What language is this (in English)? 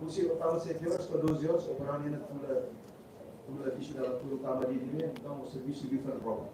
Tetum